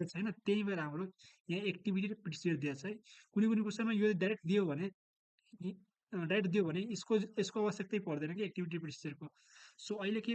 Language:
Nepali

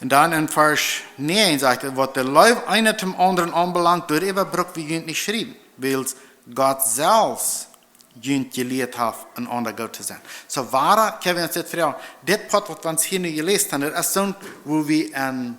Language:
Plautdietsch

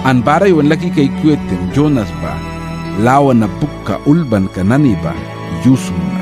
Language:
Mískito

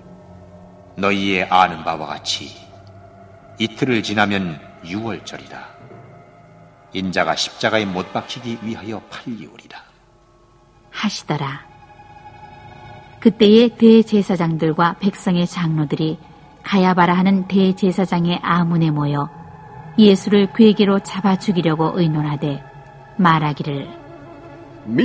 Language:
Korean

